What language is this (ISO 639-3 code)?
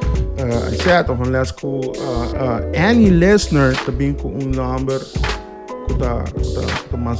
pap